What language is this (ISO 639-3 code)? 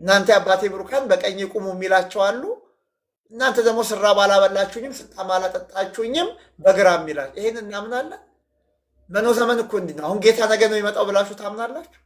amh